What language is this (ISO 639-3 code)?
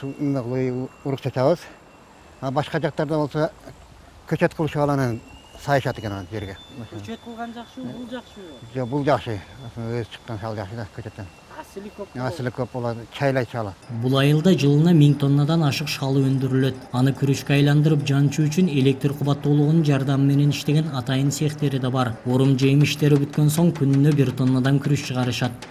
kir